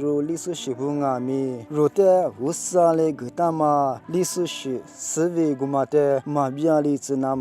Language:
Lisu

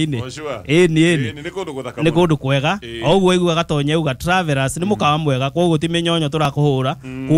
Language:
Kikuyu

